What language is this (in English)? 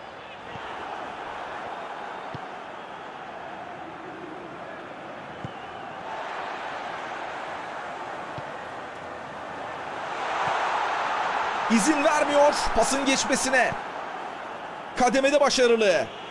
Turkish